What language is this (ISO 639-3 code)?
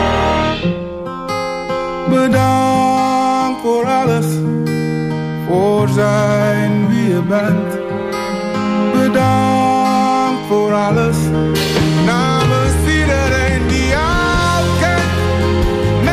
nld